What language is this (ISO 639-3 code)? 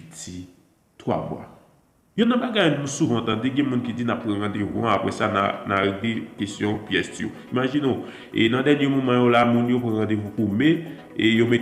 hat